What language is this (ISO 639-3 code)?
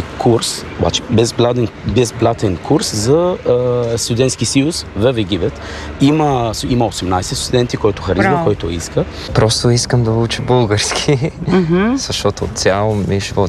bul